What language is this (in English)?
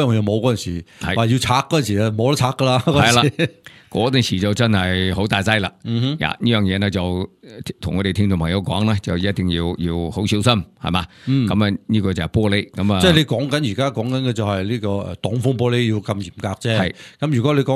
Cantonese